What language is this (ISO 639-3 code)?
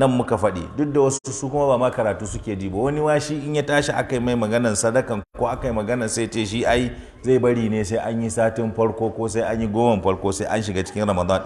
hau